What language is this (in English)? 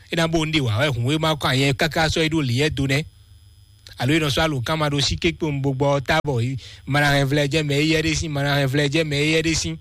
Fon